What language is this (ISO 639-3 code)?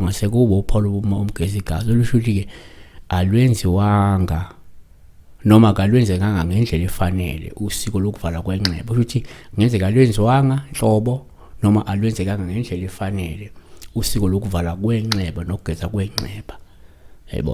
zul